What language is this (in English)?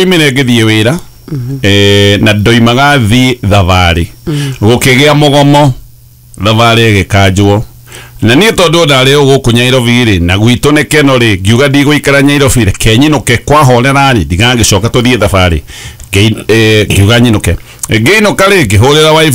Kikuyu